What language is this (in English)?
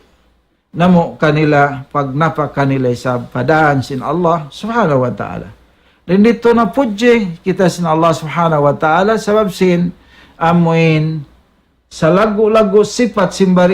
Tausug